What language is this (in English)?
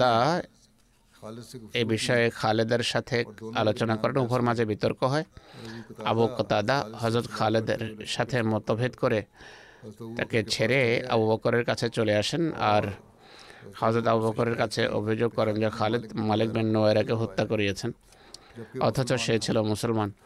Bangla